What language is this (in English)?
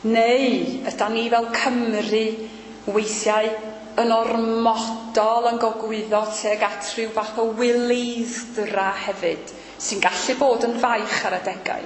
Welsh